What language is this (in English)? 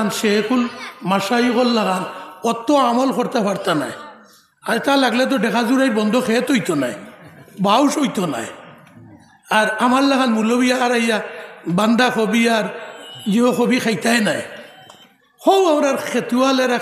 Sylheti